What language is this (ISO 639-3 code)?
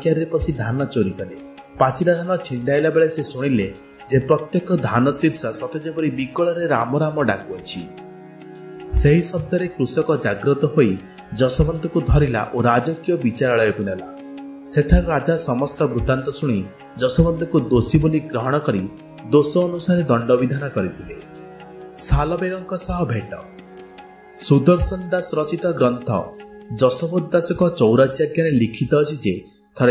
ori